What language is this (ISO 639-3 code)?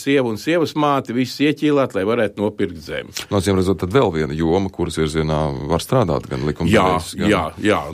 lav